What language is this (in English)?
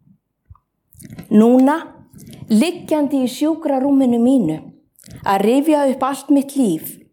Icelandic